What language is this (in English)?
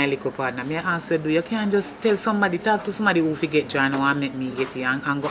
Jamaican Creole English